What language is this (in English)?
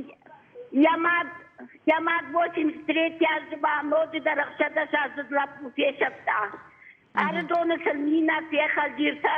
Ossetic